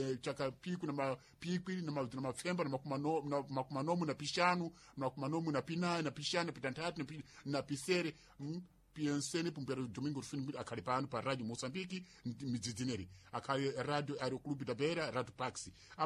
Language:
Sena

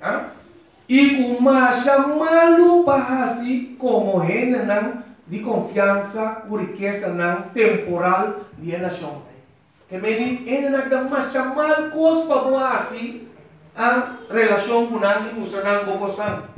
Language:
Papiamento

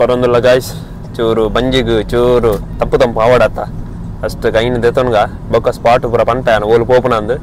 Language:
Tulu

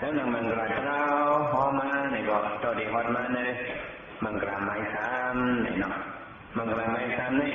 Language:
Shan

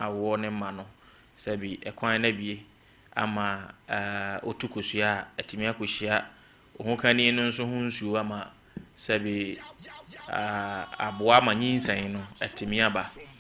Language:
Akan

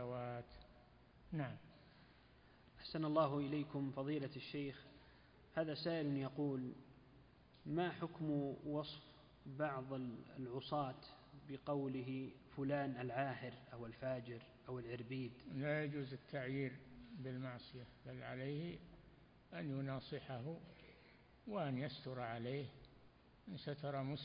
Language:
Arabic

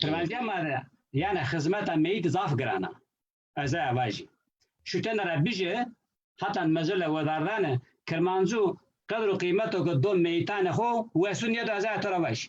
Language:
Zaza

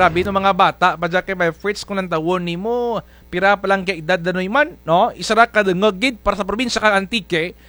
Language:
Kinaray-a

